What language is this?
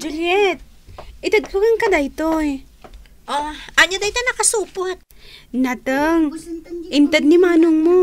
Iloko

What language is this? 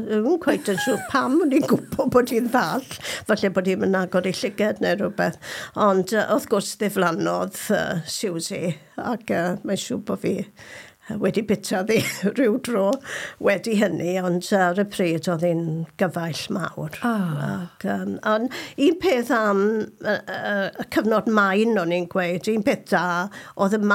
Welsh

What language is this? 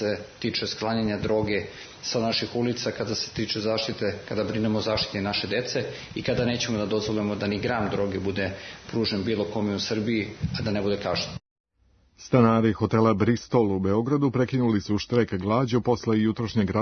Serbian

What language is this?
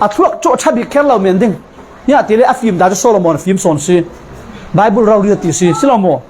Falam Chin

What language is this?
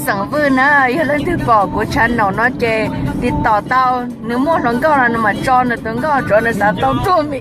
Hmong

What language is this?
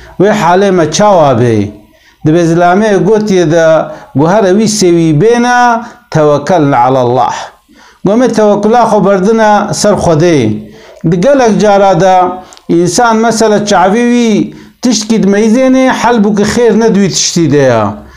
Kurdish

